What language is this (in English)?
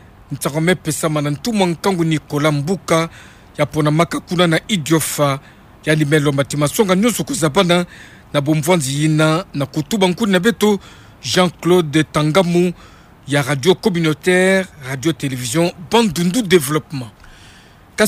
Kituba (Democratic Republic of Congo)